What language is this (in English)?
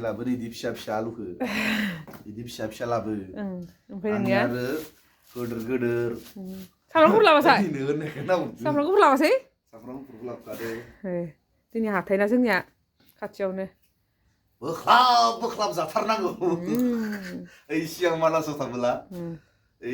Bodo